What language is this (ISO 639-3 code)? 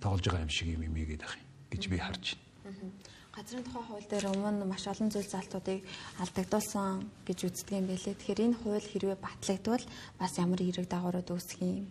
mon